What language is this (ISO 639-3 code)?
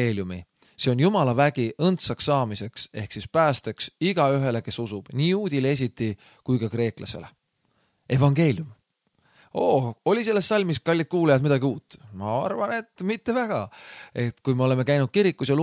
est